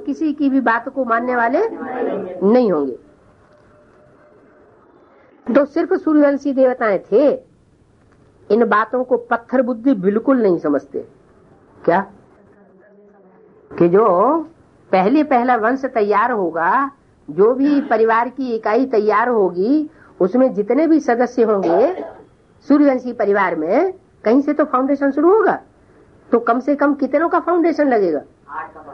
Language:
Hindi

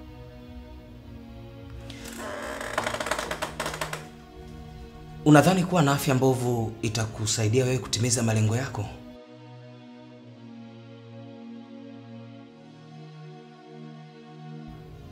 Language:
Swahili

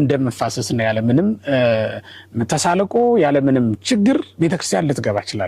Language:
Amharic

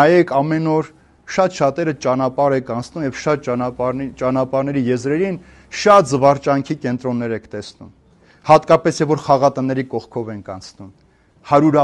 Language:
Armenian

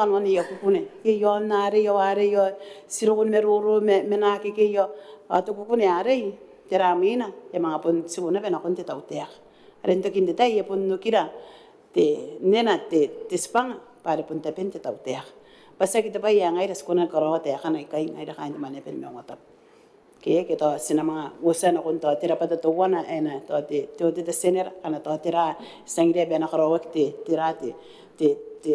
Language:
Gilbertese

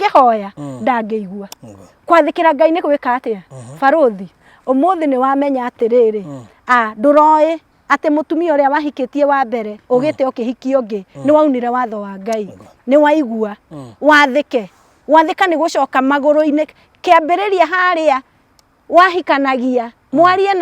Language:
Kikuyu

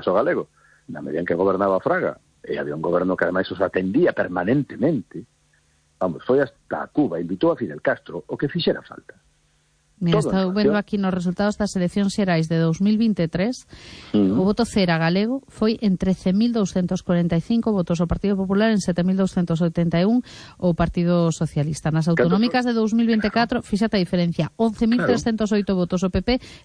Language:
Galician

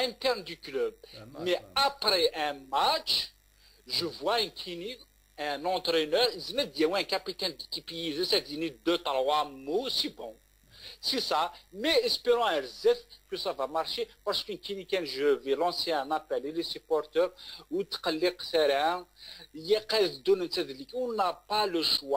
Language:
Kabyle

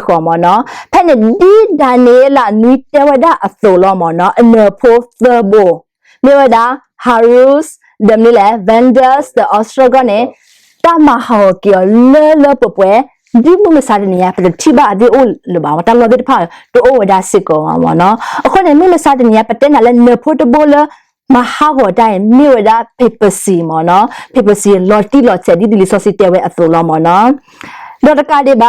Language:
S'gaw Karen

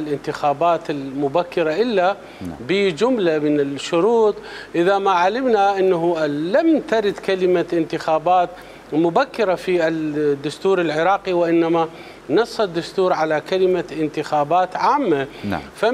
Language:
Mesopotamian Arabic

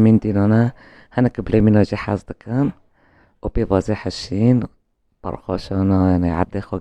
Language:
Kurdish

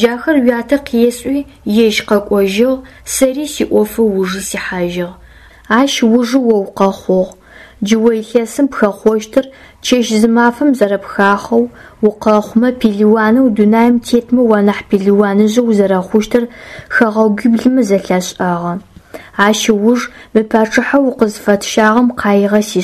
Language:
Adyghe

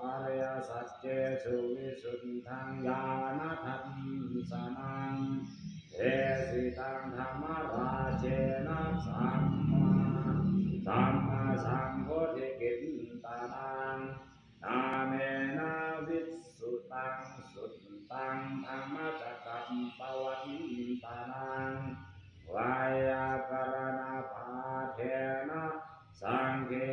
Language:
Pali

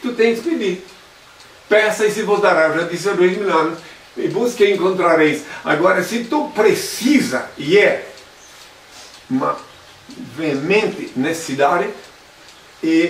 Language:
Portuguese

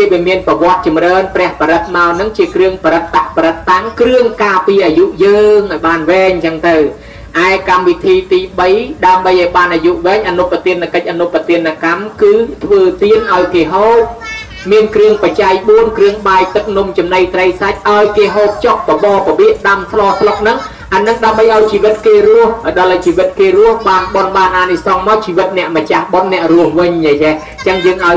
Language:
Khmer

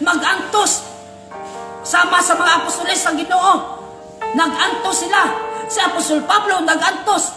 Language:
Cebuano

